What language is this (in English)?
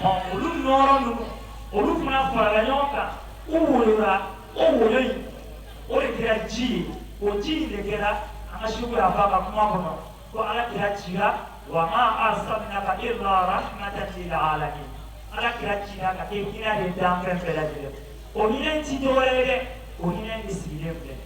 Bambara